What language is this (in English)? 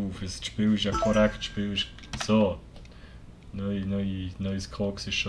Swiss German